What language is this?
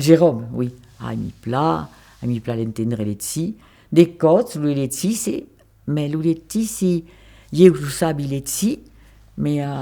Occitan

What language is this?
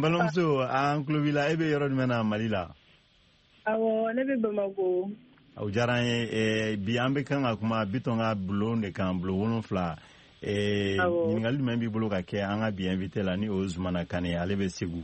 Bambara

